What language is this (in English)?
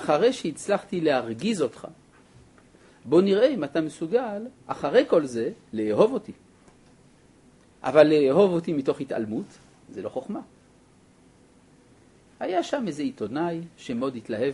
Hebrew